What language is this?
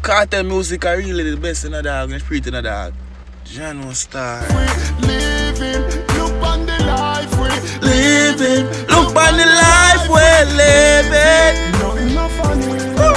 Jamaican Creole English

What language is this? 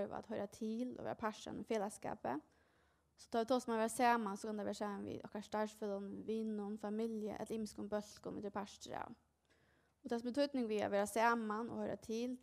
Faroese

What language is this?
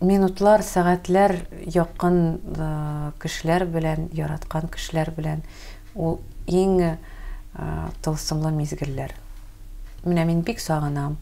Tatar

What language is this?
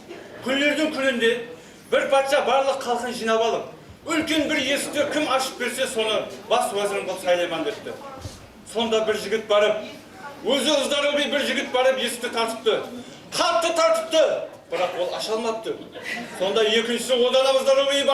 Kara-Kalpak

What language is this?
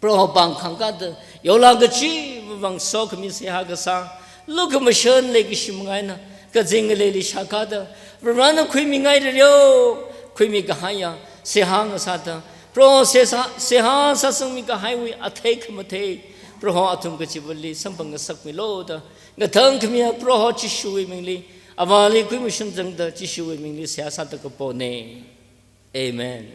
Tangkhul Naga (India)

